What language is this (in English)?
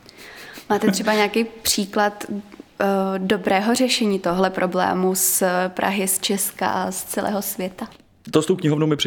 Czech